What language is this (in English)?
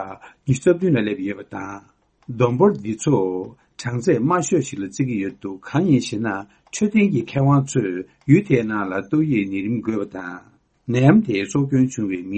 Tibetan